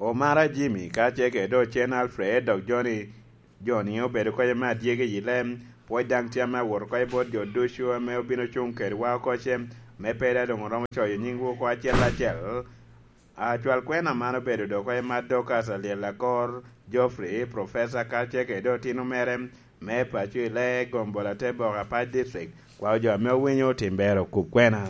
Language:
Lango (Uganda)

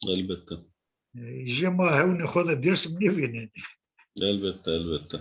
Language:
Zaza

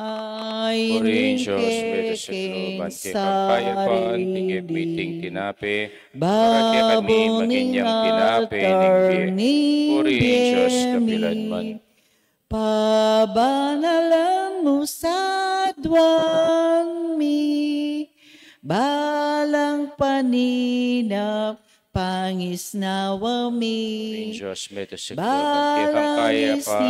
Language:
Pampanga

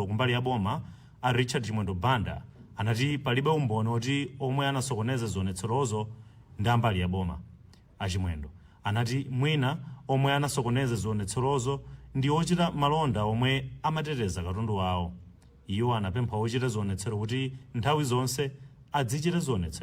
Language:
Nyanja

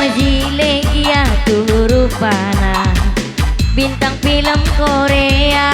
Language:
Batak Karo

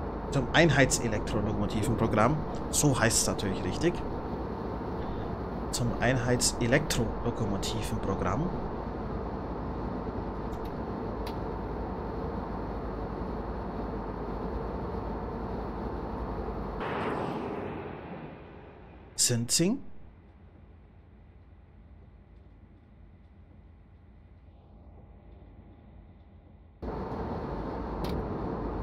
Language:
German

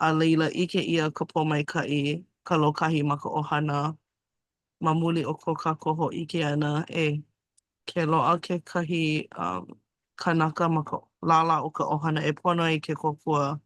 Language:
Hawaiian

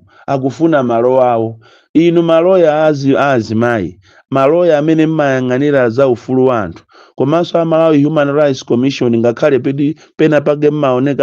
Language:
Nyanja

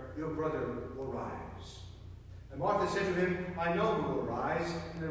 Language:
English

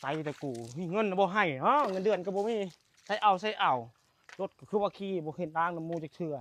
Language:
Lao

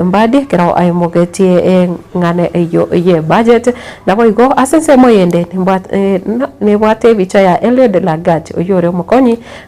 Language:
Gusii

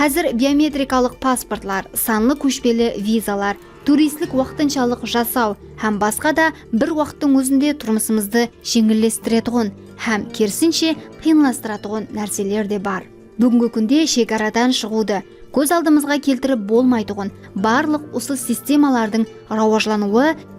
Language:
Kara-Kalpak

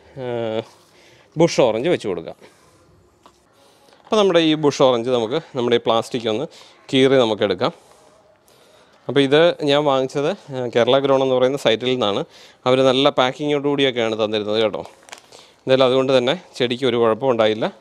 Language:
Malayalam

